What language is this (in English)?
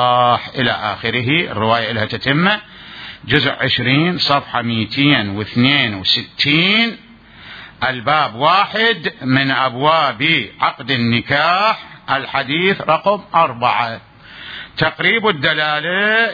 Mesopotamian Arabic